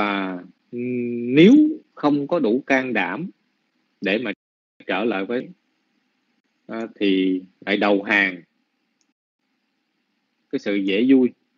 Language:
Vietnamese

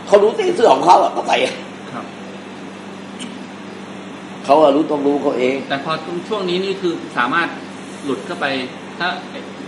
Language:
Thai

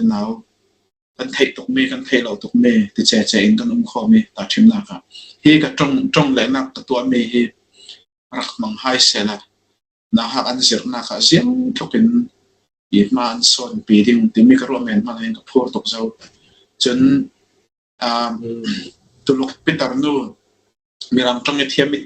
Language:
Falam Chin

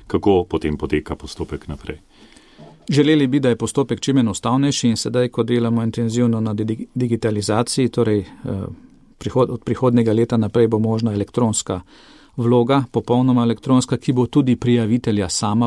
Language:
Slovenian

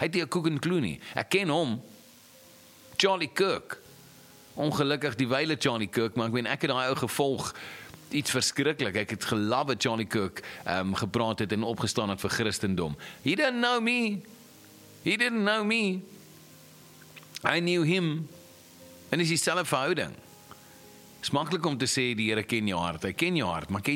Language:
Afrikaans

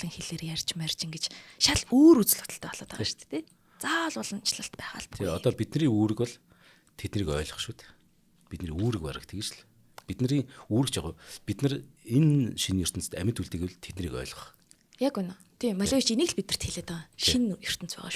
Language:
Mongolian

